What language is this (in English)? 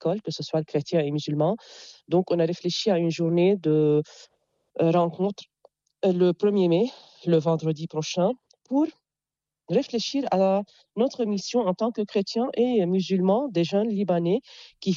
French